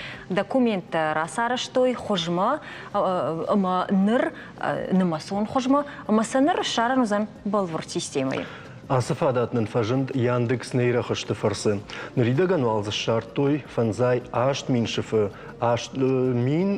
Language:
Ossetic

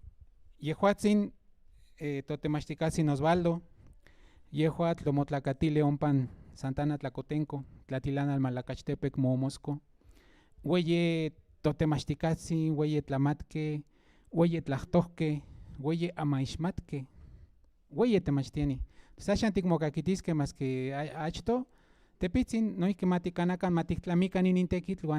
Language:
Central Nahuatl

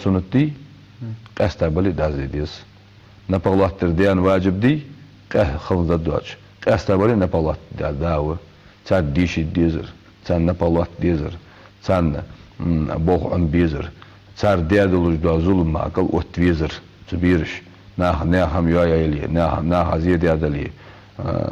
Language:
Ingush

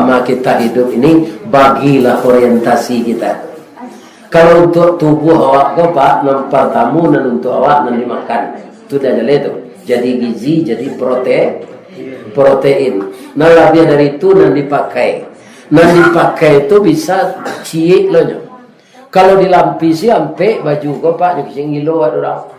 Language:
Minangkabau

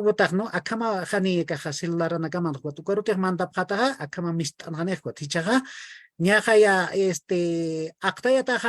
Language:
Aymara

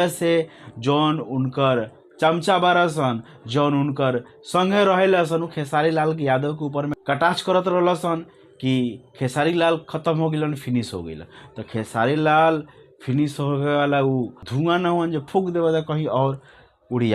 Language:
Bhojpuri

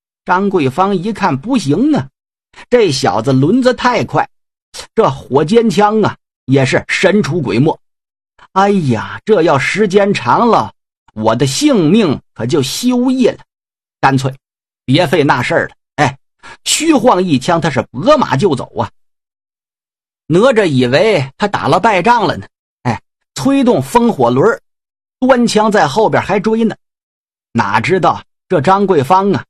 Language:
Chinese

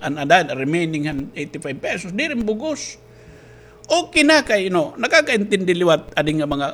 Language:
Waray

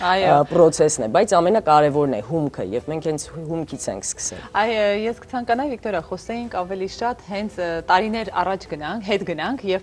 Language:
Armenian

